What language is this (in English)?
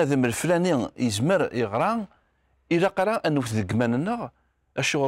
Kabyle